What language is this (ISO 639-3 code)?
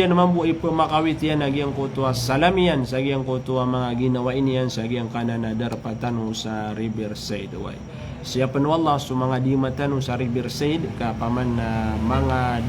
mrw